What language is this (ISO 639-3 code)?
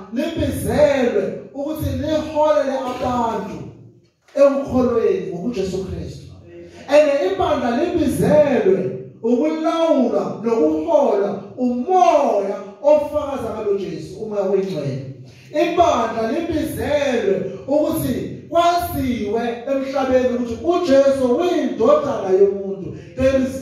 zul